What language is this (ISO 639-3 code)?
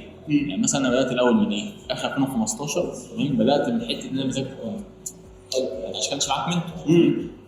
arz